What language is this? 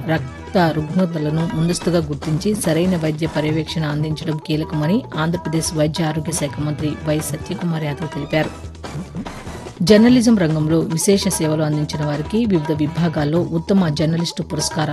Telugu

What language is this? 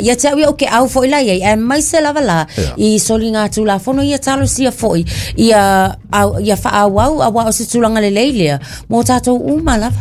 Samoan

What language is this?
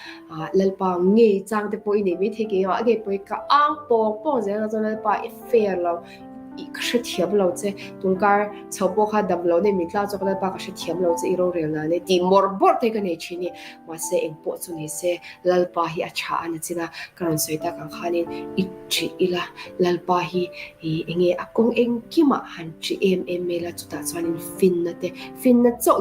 Mizo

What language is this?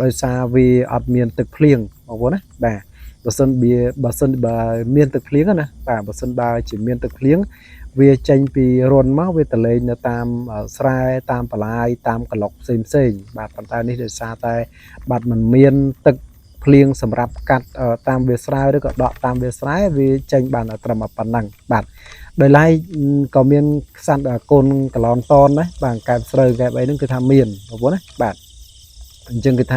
Khmer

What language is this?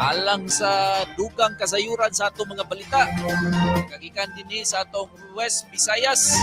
Cebuano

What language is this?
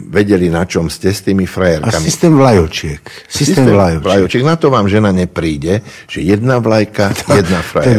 Slovak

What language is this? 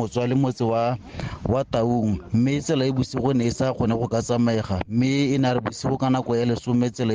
Tswana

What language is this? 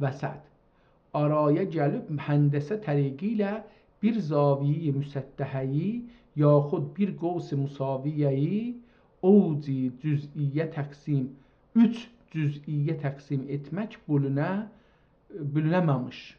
South Azerbaijani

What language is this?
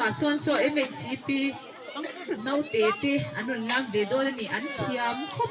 Mizo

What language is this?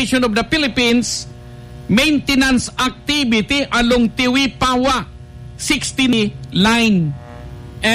Bikol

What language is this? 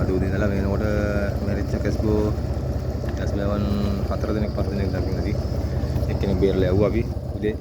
Sinhala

